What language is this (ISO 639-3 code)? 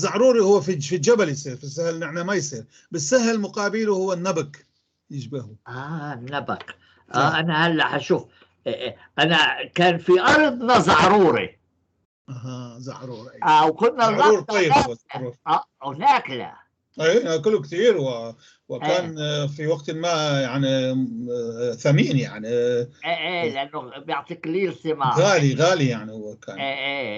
apc